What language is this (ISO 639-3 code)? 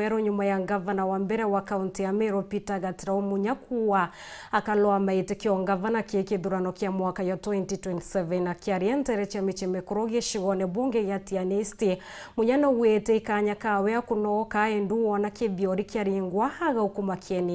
mer